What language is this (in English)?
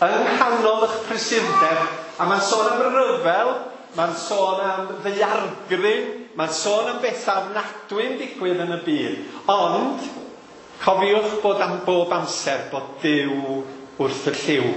Welsh